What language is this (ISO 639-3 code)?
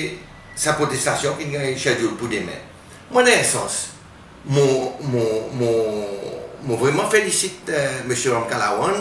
crs